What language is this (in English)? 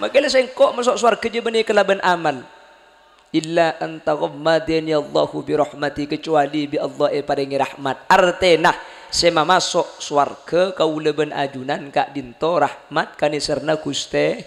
Madurese